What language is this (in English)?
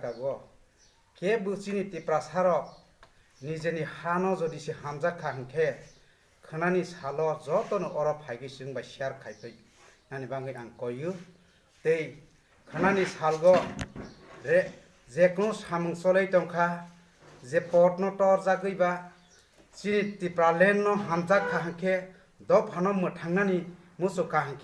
Kok Borok